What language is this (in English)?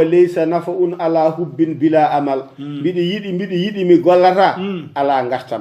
Fula